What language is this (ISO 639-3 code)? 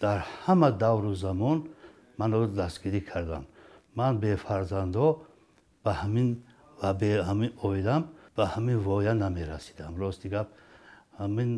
tgk